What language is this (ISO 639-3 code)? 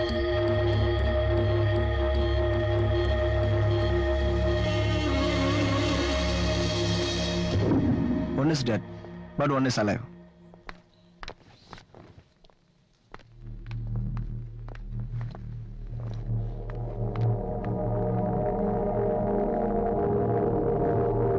mal